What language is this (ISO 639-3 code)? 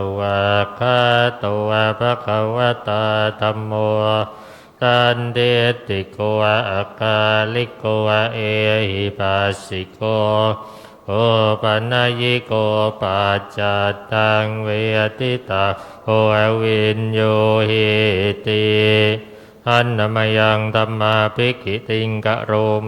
pli